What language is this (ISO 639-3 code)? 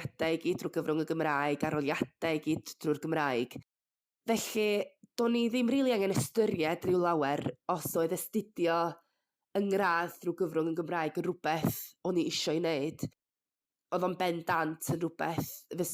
cym